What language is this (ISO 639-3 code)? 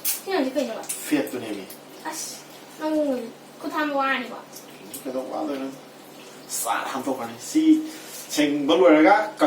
mni